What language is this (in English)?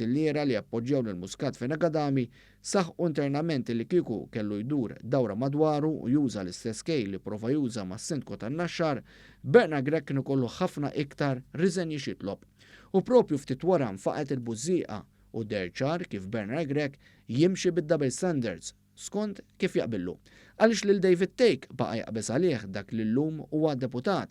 Maltese